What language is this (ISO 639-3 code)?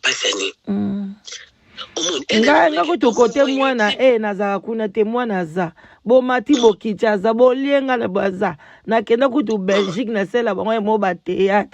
lin